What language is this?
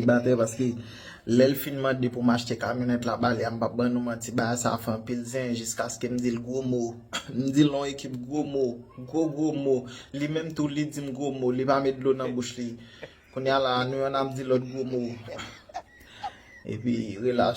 Haitian Creole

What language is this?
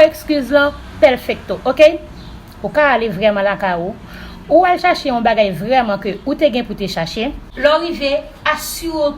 Haitian Creole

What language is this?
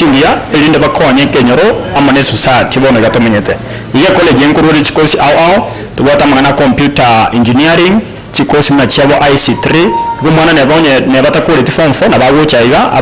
Gusii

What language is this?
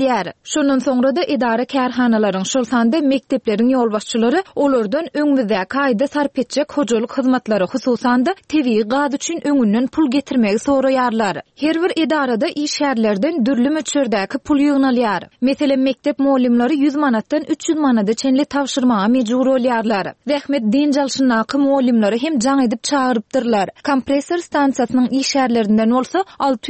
Turkmen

